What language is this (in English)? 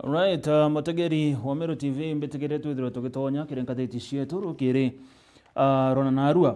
Meru